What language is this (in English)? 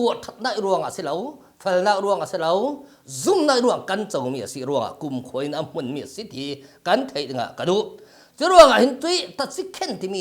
Falam Chin